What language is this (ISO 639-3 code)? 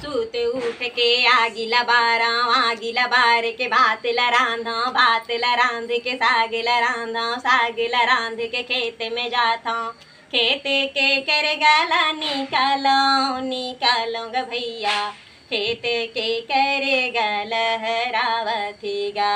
hne